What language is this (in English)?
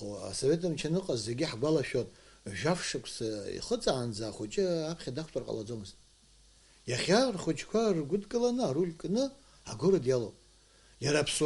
Abkhazian